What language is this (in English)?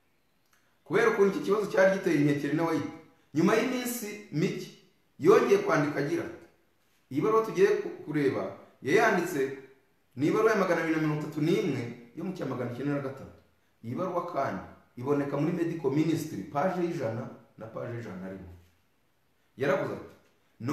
Kinyarwanda